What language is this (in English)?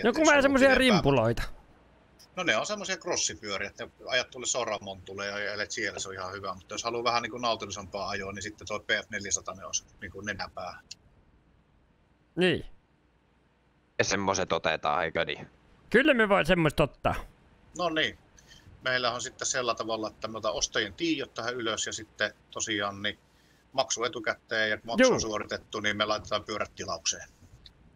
Finnish